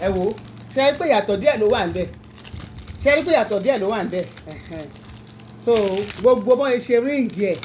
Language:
Yoruba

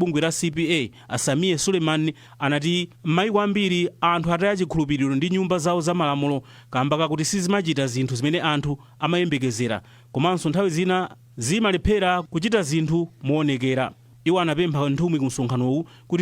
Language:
Nyanja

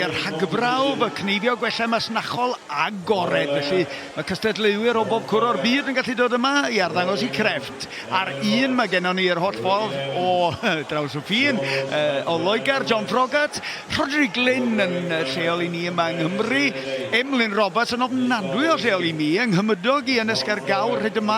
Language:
Welsh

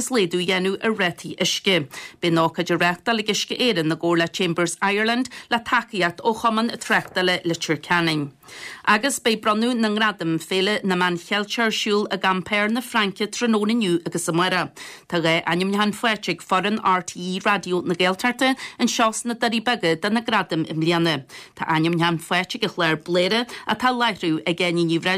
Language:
Irish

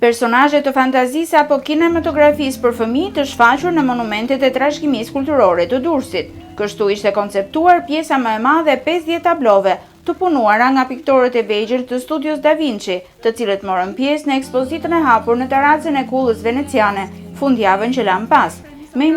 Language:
Albanian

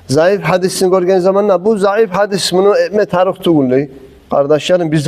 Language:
Kumyk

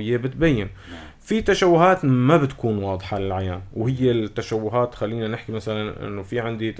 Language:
North Levantine Arabic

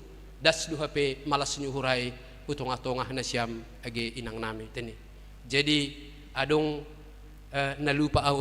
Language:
Batak Simalungun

